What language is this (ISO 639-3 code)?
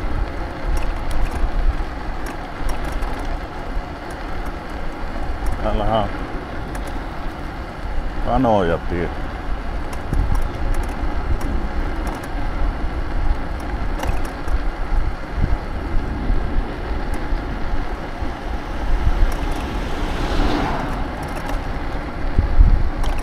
fin